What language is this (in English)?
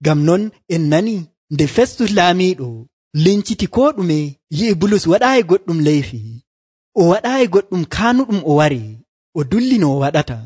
Nigerian Fulfulde